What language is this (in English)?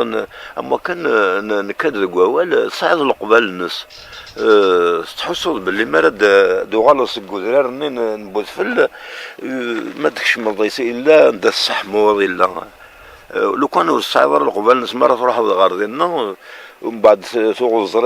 Kabyle